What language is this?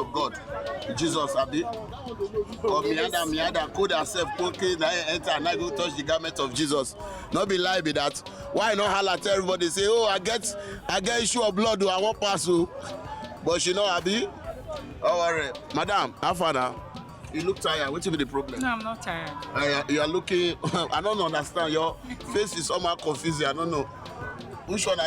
Nigerian Pidgin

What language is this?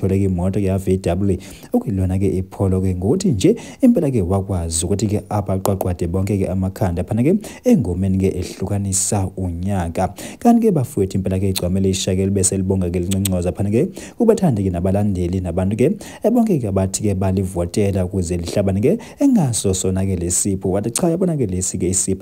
Zulu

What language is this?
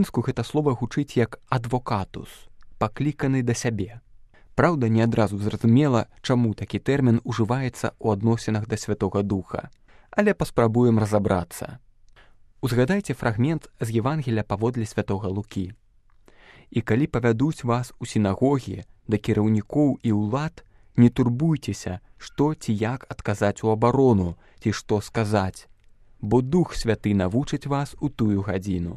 Belarusian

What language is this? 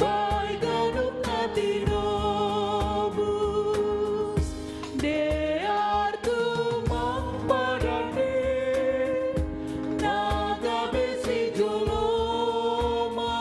Batak Simalungun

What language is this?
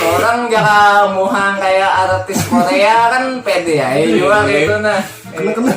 Banjar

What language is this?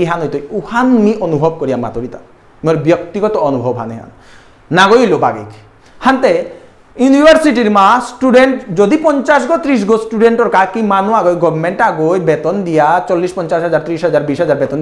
Bishnupriya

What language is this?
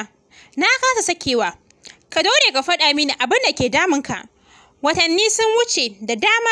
Hausa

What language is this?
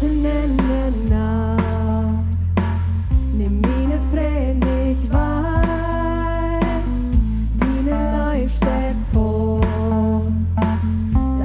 Plautdietsch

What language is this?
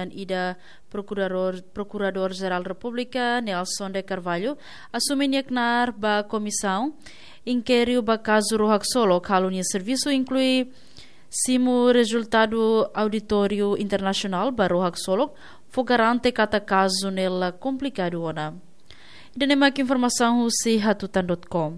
Tetum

